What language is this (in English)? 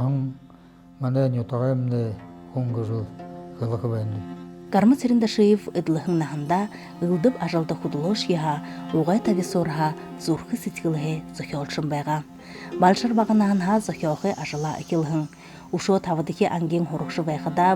Buriat